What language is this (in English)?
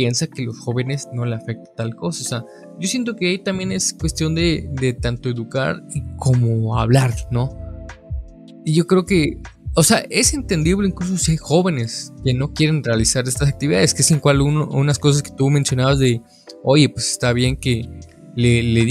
Spanish